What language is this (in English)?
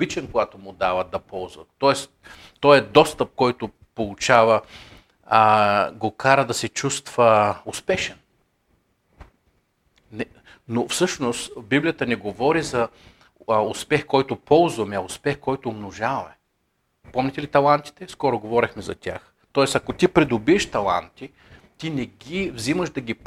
Bulgarian